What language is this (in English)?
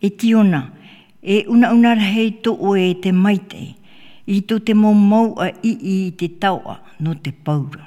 Tahitian